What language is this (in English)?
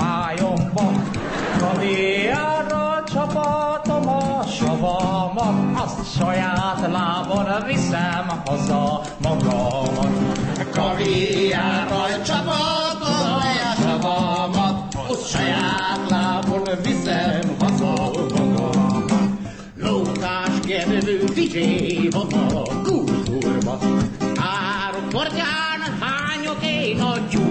Hungarian